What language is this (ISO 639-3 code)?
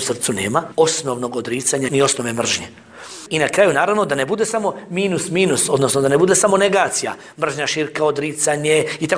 bos